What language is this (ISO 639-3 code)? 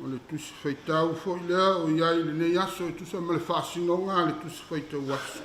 smo